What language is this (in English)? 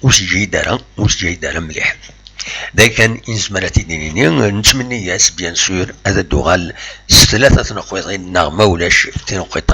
Kabyle